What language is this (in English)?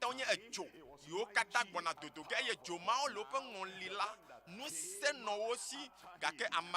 Ewe